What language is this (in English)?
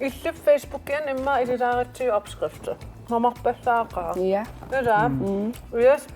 Kalaallisut